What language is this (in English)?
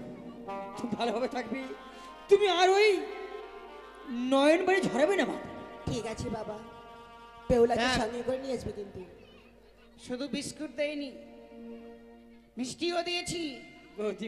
Bangla